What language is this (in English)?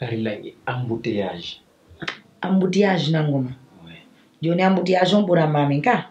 Fula